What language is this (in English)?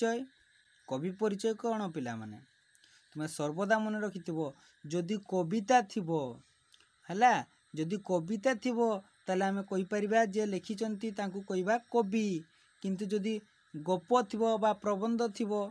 Odia